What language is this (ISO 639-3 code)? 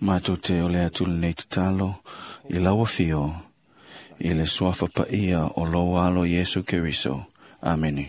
smo